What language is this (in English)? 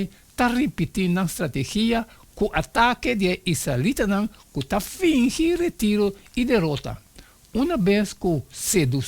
Papiamento